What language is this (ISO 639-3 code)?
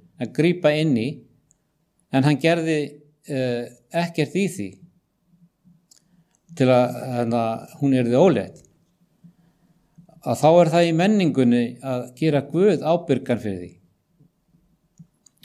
isl